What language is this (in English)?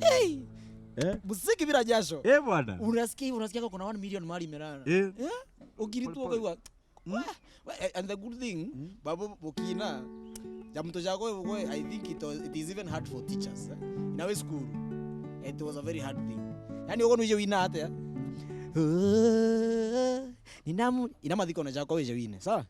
Meru